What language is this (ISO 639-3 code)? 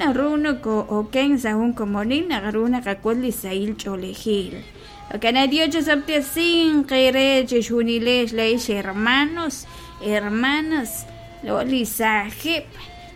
kek